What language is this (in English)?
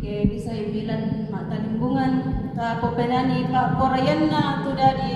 Toraja-Sa'dan